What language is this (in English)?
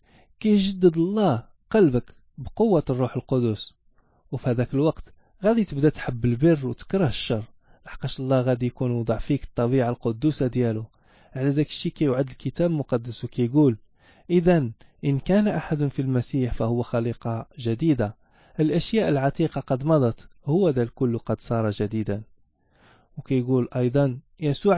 Moroccan Arabic